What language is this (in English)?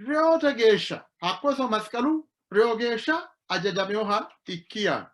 Sidamo